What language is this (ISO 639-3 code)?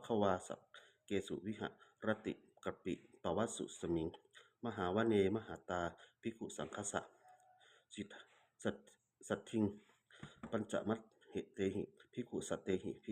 pli